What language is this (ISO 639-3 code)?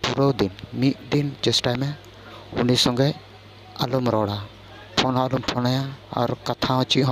sat